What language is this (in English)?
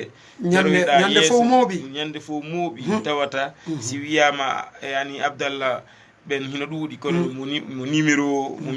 Fula